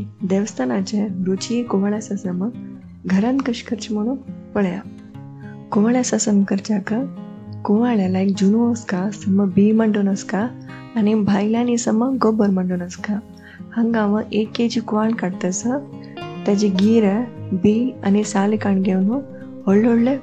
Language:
Konkani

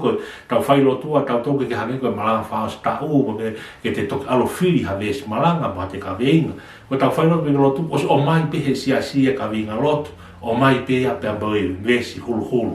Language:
Tongan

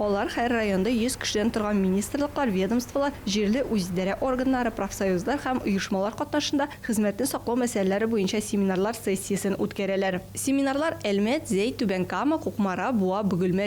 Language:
Tatar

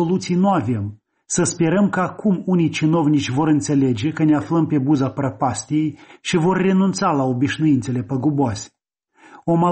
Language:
Romanian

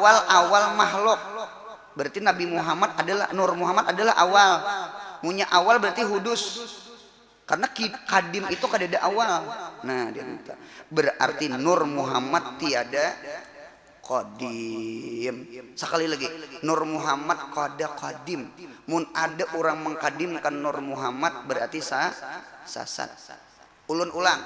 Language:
Banjar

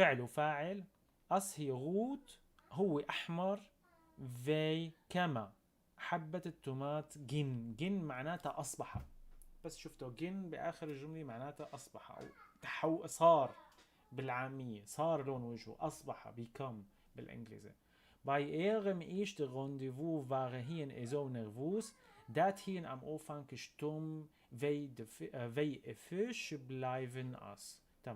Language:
North Levantine Arabic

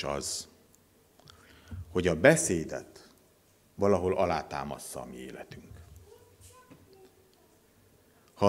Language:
Hungarian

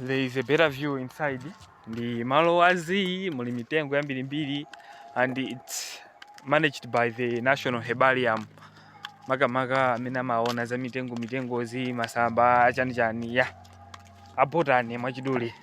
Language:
Nyanja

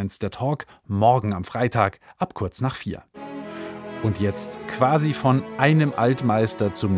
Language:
German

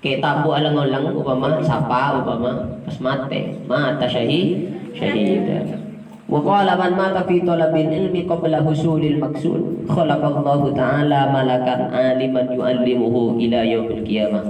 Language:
Madurese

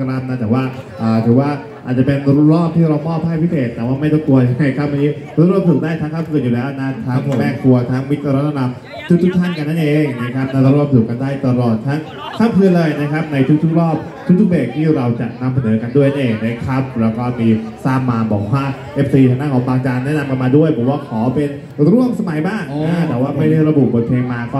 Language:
Thai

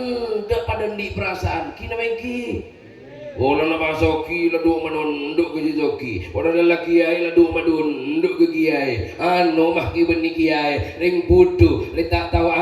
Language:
Madurese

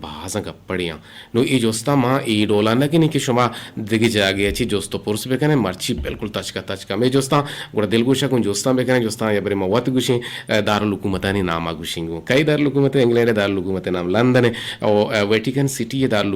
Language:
Eastern Balochi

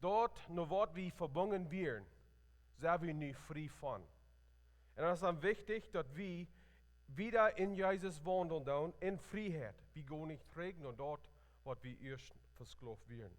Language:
Plautdietsch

